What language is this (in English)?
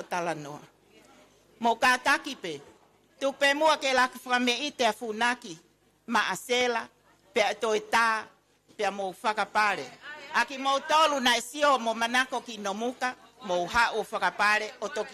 Tongan